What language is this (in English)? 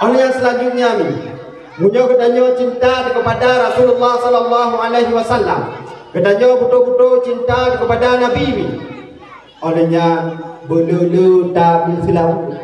Achinese